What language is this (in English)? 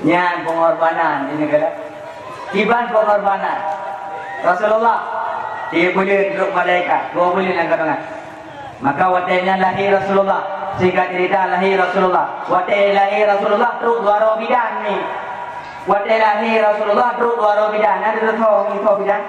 Achinese